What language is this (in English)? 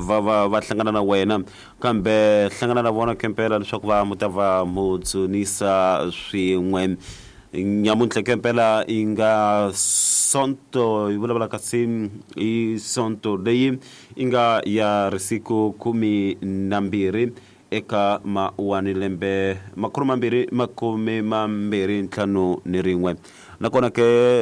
Tsonga